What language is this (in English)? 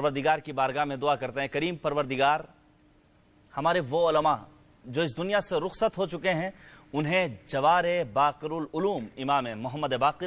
Urdu